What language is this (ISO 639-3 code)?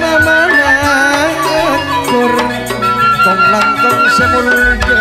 mad